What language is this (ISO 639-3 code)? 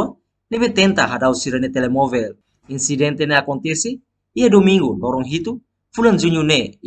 tet